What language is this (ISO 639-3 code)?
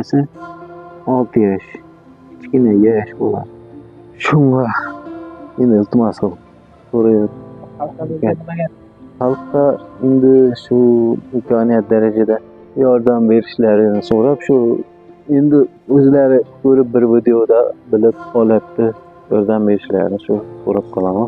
uzb